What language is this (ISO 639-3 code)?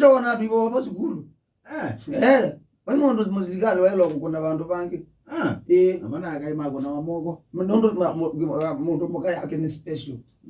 kam